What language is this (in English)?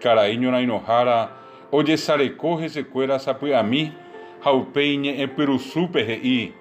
Guarani